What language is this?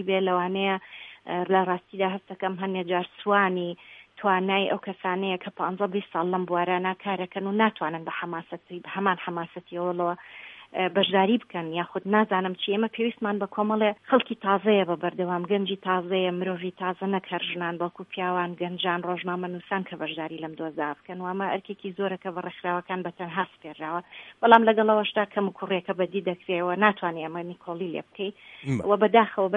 Central Kurdish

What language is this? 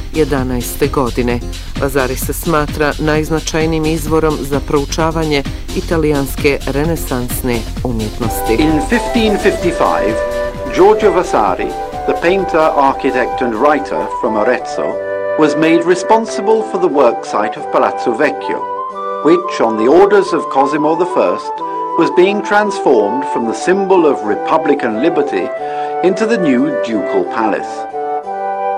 Bosnian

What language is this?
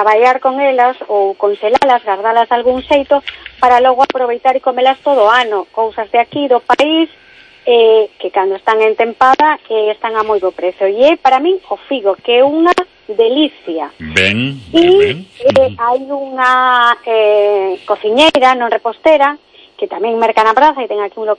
Galician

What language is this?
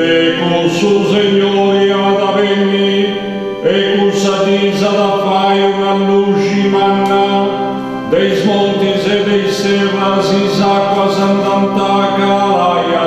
Sardinian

